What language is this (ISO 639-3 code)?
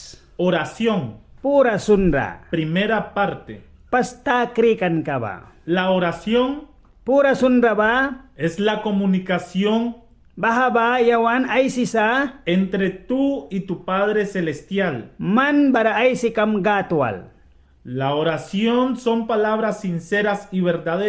miq